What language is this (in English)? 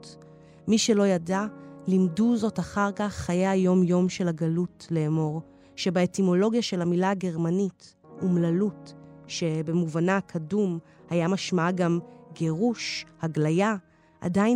Hebrew